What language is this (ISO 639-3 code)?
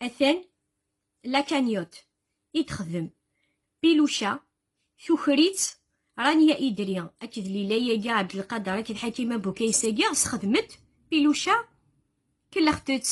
kab